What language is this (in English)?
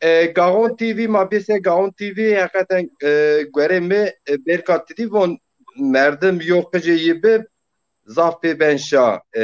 Zaza